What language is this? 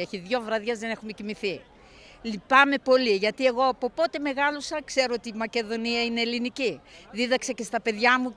Greek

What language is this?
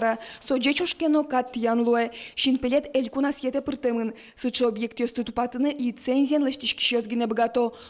Udmurt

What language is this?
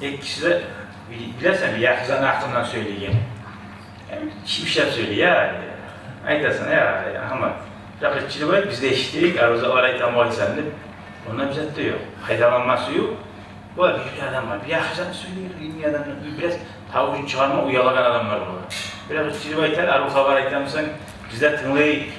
Kumyk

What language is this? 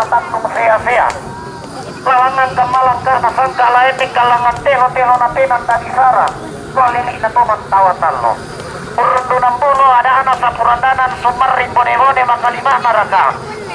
Toraja-Sa'dan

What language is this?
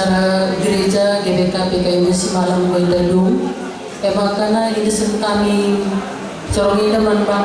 Batak Karo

